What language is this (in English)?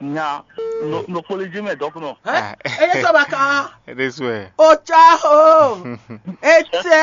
Fon